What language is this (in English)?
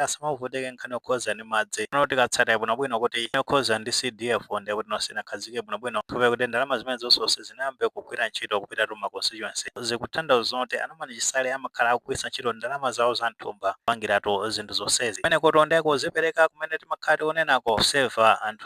Nyanja